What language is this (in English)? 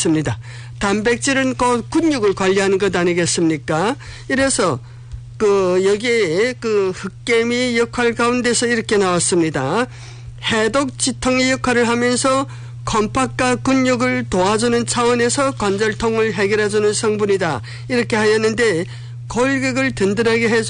Korean